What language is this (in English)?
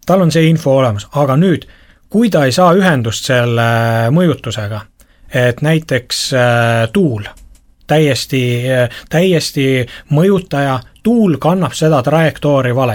Estonian